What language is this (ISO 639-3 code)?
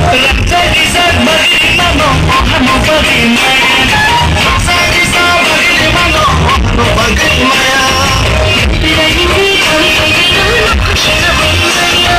trp